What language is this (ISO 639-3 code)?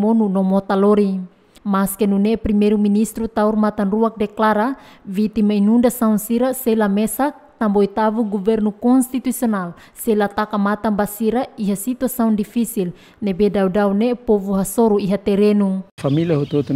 tet